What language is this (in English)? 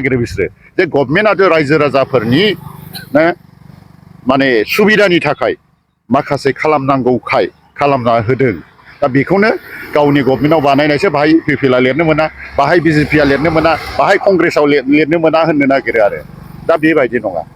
Bodo